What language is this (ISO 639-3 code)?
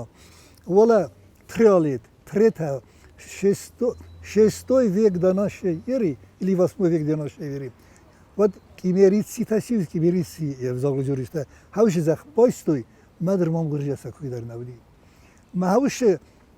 oss